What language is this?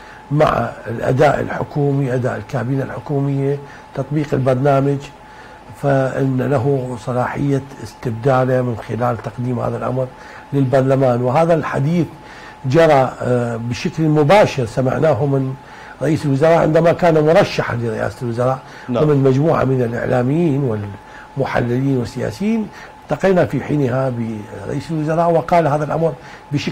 Arabic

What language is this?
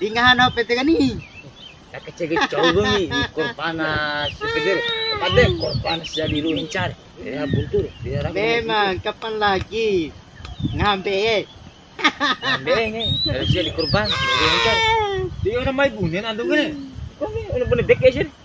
Bima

